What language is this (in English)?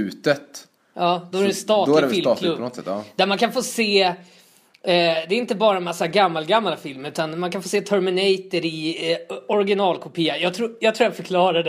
Swedish